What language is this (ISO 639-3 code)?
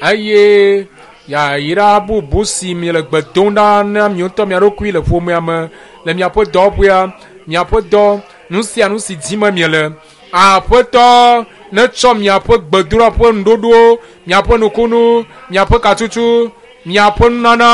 ewe